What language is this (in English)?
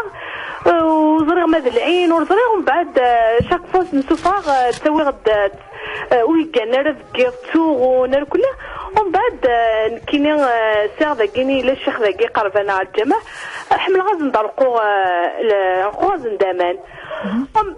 Kabyle